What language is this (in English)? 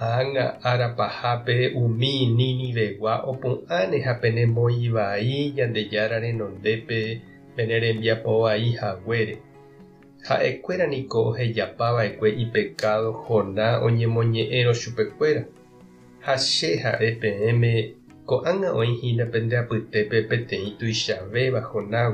Guarani